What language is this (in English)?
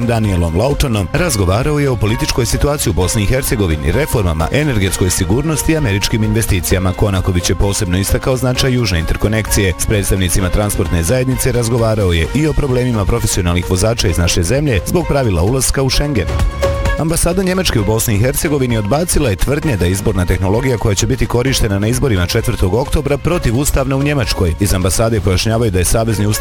Bosnian